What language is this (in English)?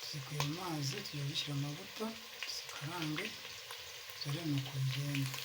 Kinyarwanda